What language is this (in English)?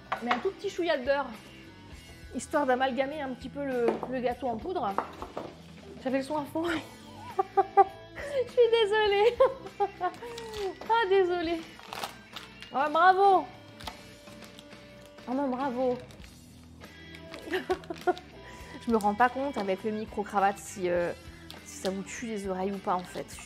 French